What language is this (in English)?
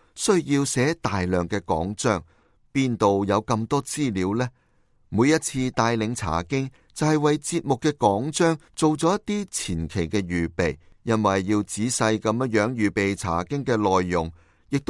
Cantonese